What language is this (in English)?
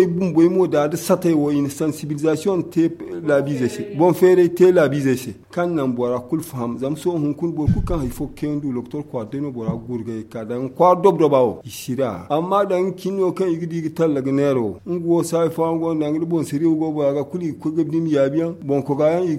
Zarma